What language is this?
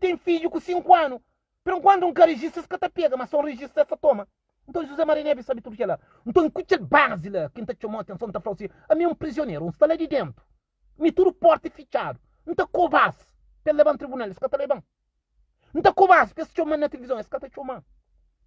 Kabuverdianu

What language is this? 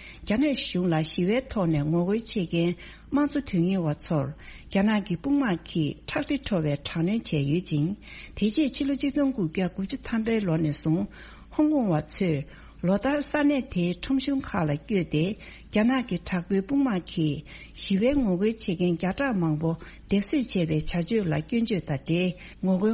Tibetan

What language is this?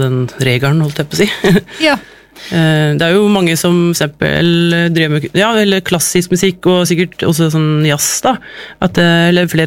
Norwegian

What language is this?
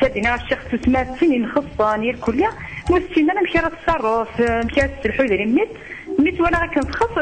Kabyle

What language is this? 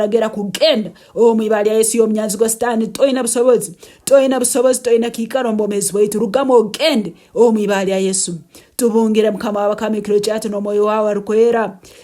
Tooro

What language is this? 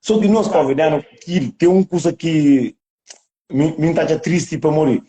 Kabuverdianu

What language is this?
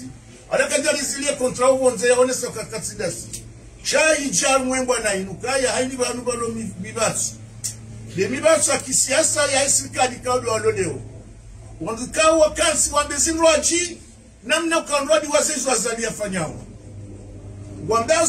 Swahili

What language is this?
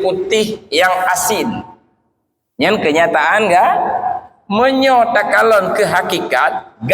Achinese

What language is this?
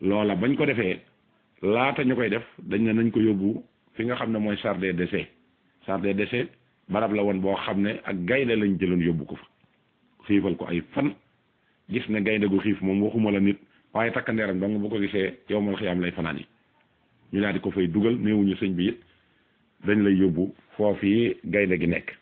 Wolof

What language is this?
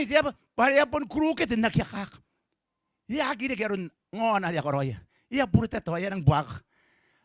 Gilbertese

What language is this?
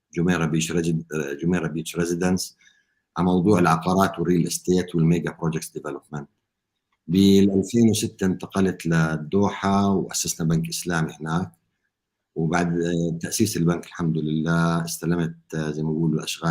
North Levantine Arabic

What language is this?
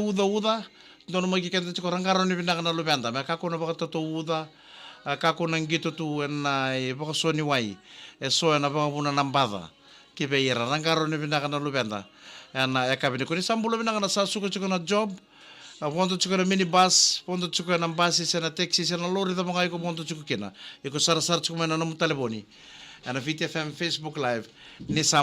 Fijian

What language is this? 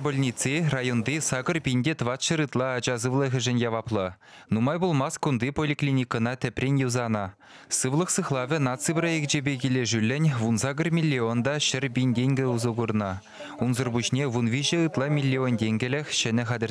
Chuvash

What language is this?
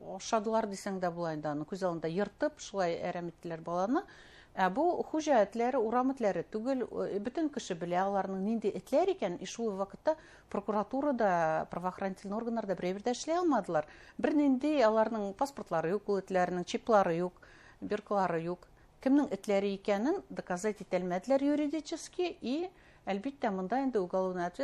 Bashkir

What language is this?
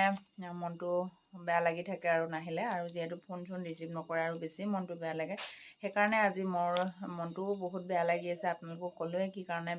Assamese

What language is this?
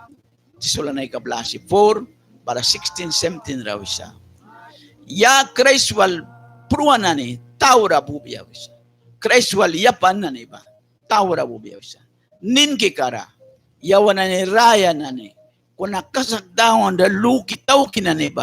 Mískito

